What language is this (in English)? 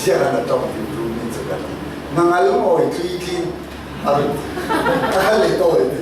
Falam Chin